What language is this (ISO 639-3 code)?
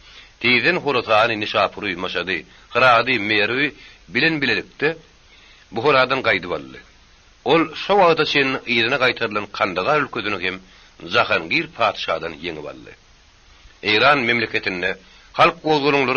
tuk